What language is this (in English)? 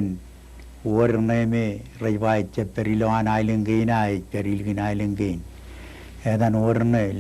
Marshallese